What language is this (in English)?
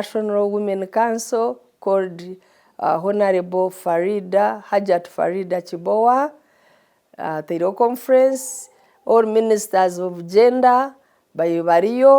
Nyankole